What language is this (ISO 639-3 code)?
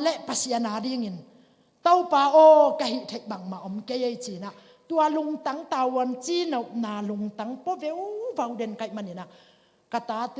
ctd